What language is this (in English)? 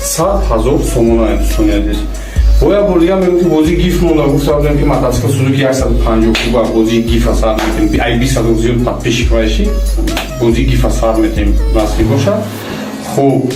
Tajik